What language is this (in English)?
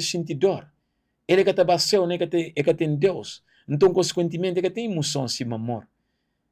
Kabuverdianu